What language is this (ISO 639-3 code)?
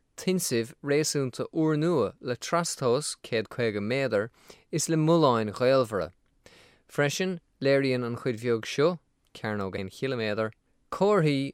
gle